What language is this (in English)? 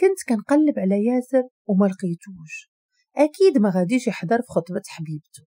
Moroccan Arabic